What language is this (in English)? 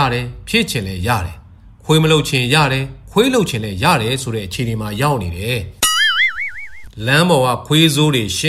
Burmese